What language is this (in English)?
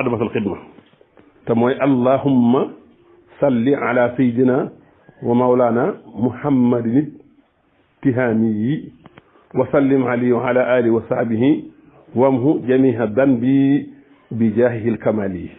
Wolof